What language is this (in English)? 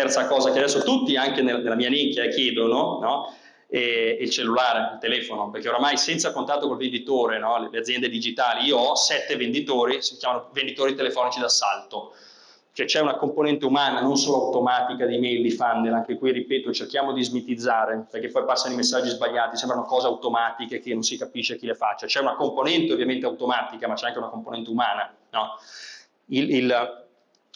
Italian